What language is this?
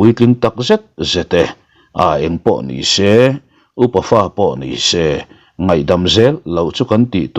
Mizo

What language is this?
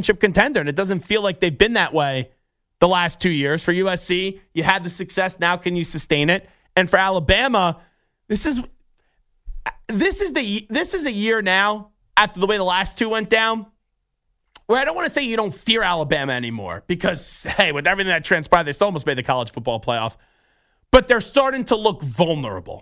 English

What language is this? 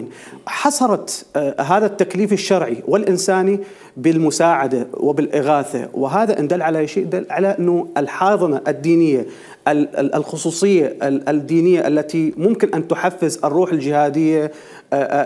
Mesopotamian Arabic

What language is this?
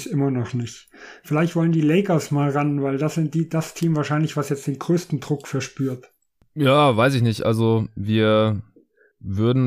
German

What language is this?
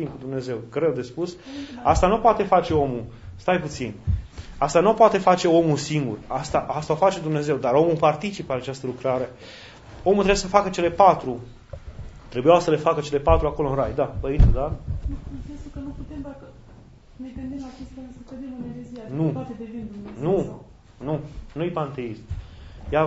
Romanian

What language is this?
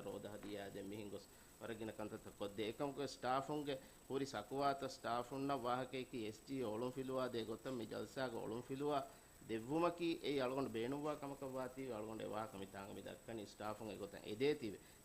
Divehi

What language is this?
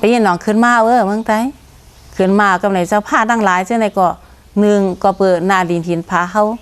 Shan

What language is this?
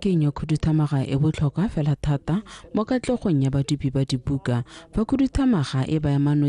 Tswana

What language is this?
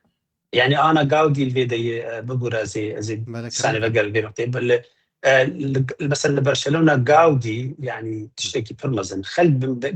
Kurdish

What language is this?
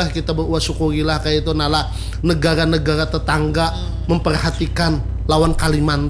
Banjar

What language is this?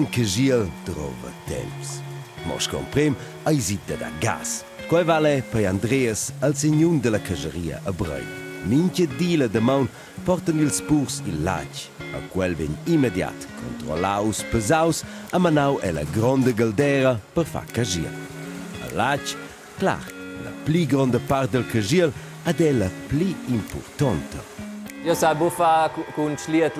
Romansh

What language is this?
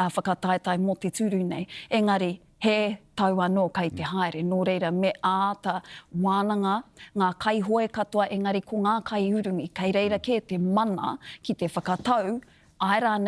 Māori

